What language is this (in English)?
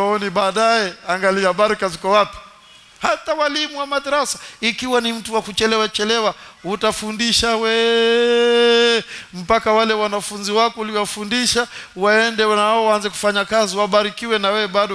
Swahili